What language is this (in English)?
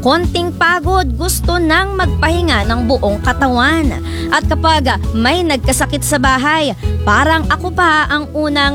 Filipino